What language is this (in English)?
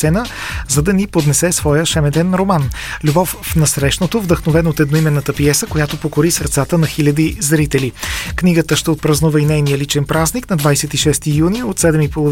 Bulgarian